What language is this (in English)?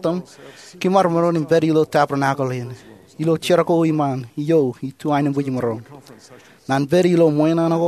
Marshallese